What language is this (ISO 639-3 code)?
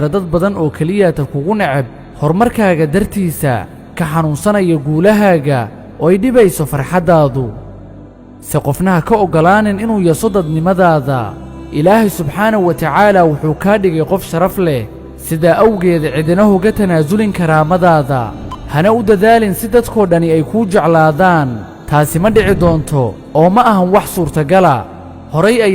som